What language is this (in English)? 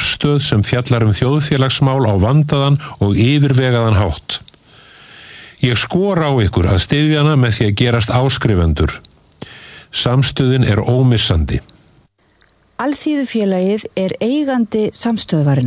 Icelandic